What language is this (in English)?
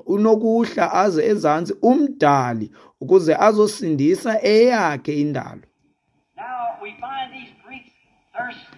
Xhosa